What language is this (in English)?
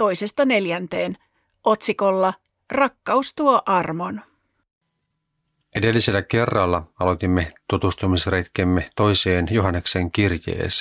Finnish